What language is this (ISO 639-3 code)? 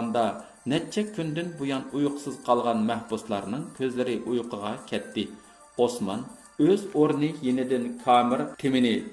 uig